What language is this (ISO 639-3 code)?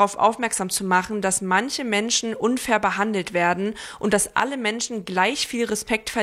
deu